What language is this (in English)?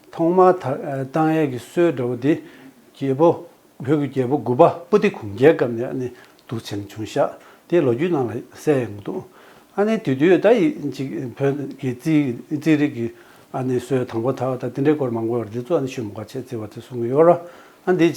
Tibetan